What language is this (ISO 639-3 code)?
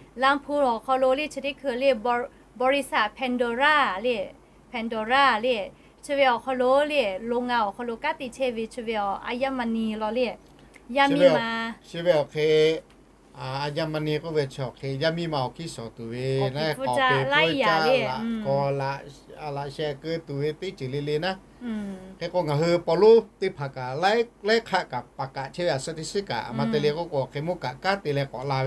lhu